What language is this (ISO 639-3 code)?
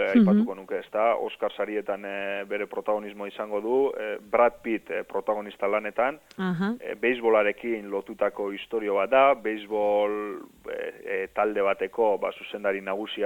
eus